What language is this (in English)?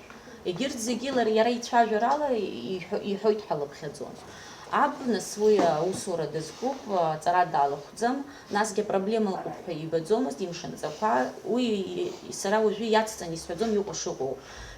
Abkhazian